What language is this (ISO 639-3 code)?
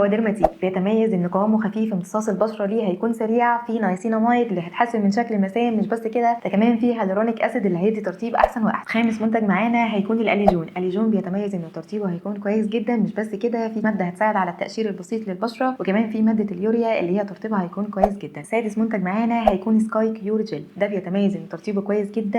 arz